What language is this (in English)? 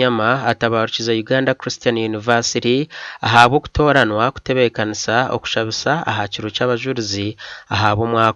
Nyankole